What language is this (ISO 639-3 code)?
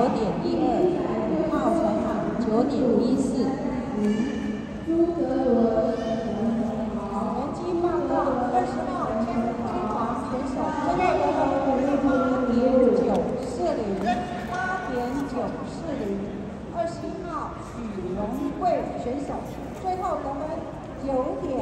zho